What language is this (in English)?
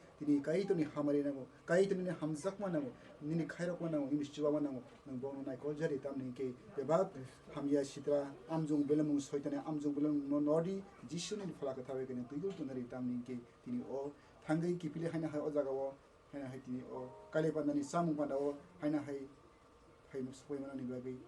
Kok Borok